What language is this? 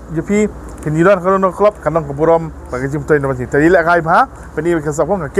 Khasi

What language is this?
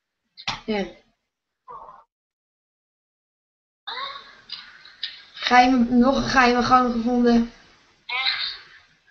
Dutch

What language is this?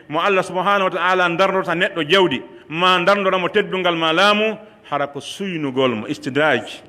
Pular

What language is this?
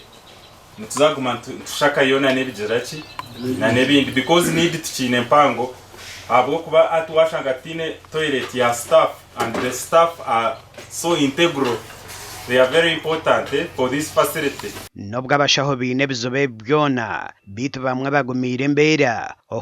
Nyankole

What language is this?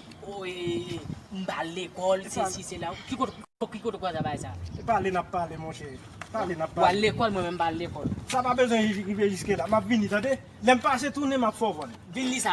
Haitian Creole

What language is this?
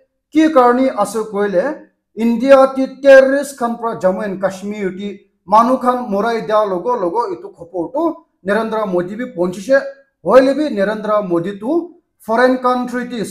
Naga Pidgin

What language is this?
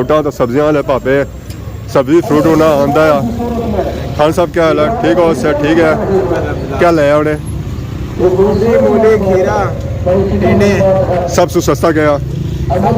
Pahari-Potwari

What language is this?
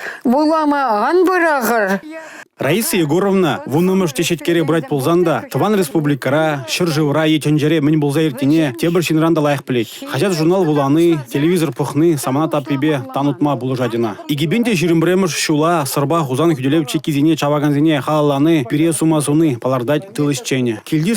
Chuvash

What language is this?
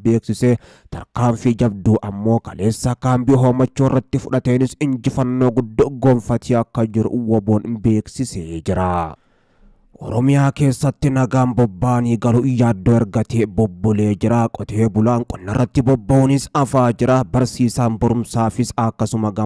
Oromo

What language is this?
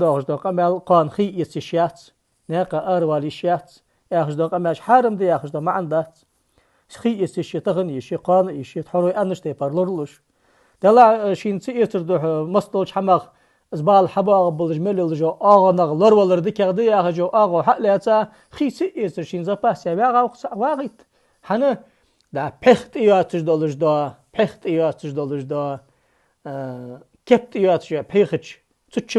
Ingush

